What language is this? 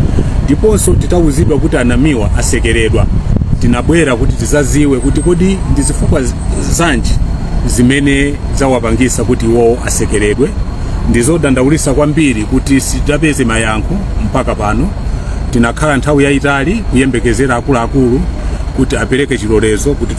Nyanja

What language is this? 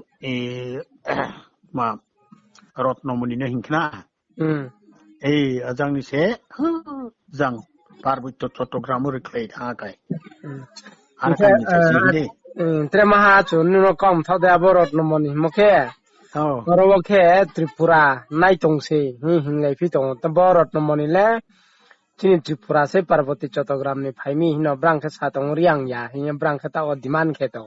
Riang (India)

